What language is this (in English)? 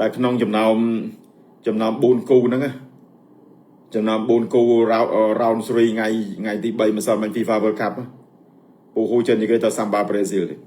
Khmer